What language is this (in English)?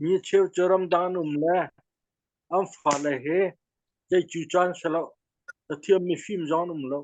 Hakha Chin